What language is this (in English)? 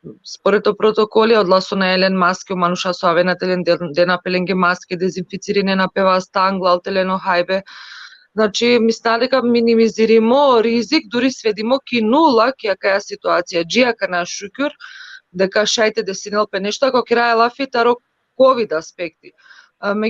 Balkan Romani